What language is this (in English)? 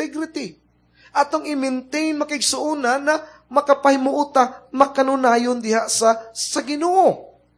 Cebuano